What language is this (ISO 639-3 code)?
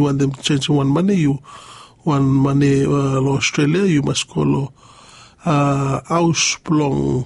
bis